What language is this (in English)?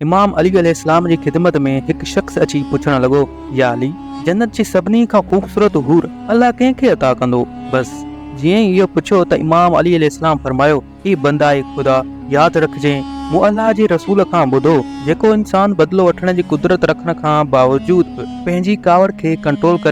Sindhi